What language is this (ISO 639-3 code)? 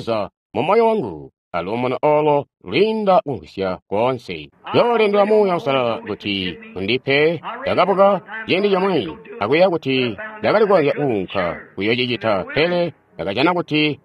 toi